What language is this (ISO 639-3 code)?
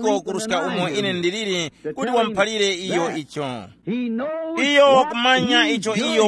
tum